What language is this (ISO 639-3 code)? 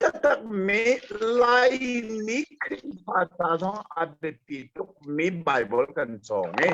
cnh